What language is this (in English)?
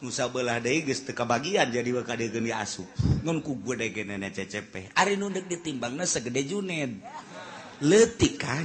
Sundanese